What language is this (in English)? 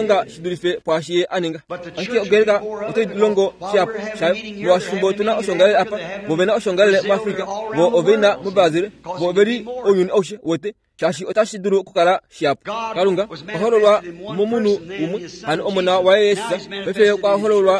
Kuanyama